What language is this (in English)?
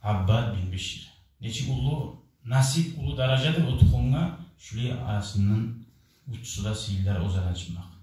Kumyk